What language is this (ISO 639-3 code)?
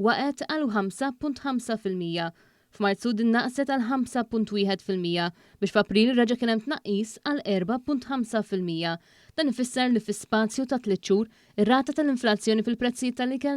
mlt